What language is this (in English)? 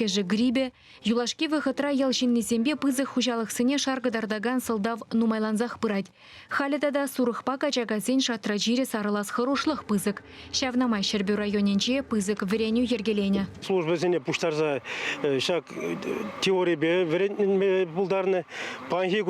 Chuvash